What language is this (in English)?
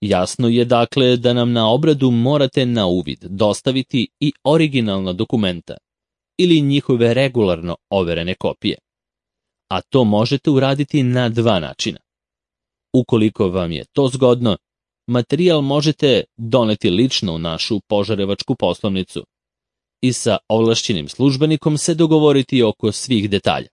Serbian